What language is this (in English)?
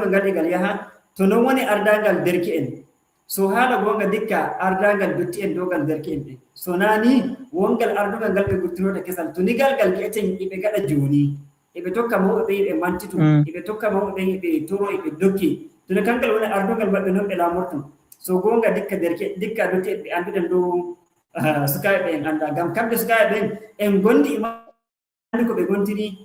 Fula